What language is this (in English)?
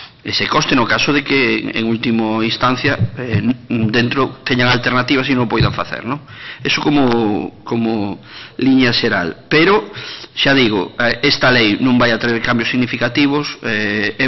Galician